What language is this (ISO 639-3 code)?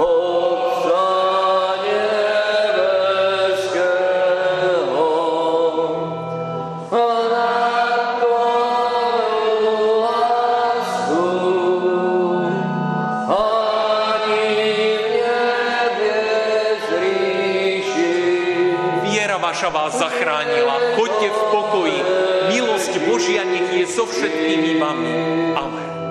slk